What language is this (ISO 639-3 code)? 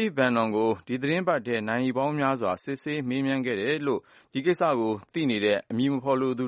mya